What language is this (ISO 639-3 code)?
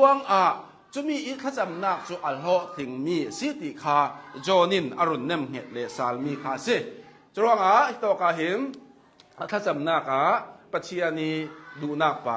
cnh